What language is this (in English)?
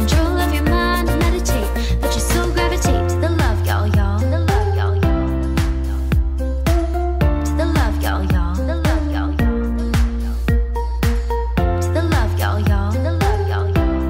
English